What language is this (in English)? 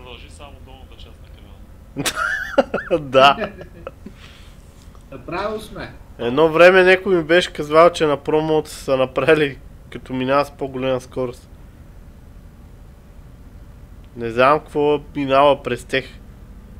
Bulgarian